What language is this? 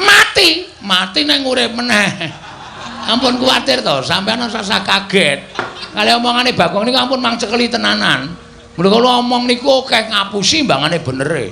Javanese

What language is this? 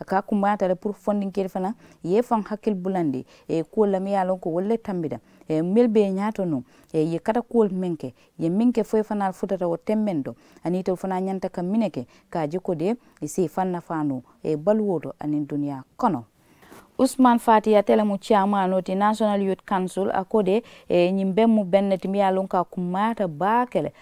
Mandingo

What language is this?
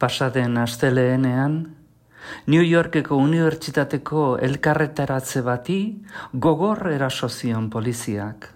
Basque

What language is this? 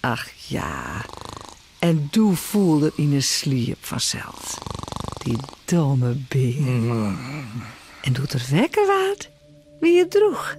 Western Frisian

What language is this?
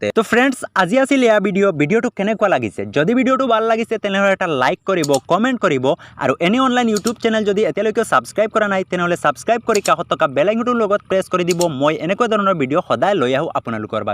Assamese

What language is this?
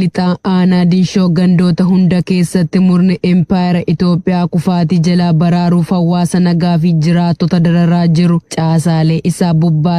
Oromo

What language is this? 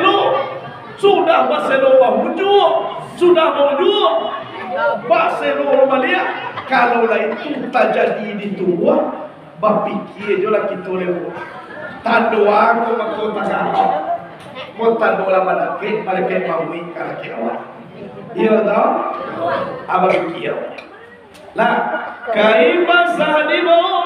Minangkabau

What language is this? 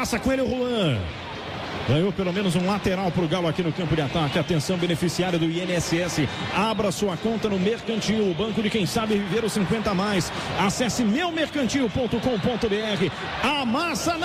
Portuguese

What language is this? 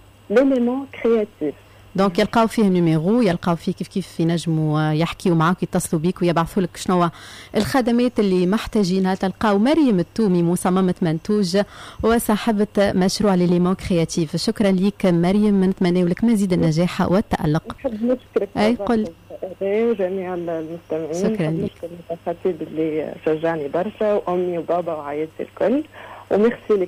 Tunisian Arabic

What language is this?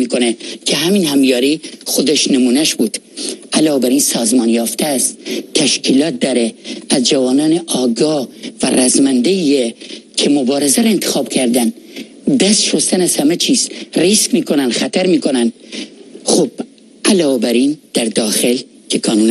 Persian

